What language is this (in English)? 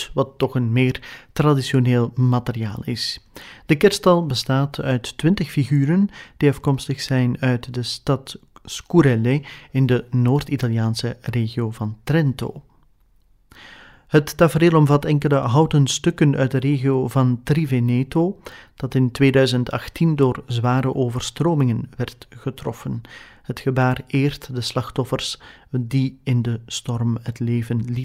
Dutch